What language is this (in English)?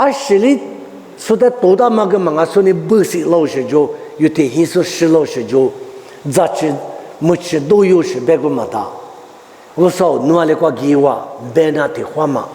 Lisu